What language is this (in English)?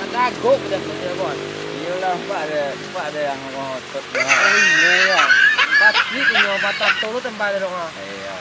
Minangkabau